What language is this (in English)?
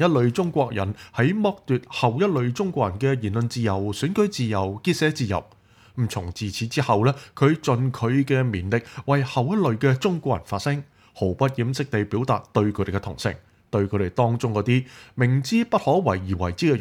Cantonese